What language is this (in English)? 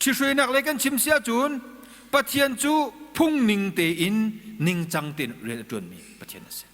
Hakha Chin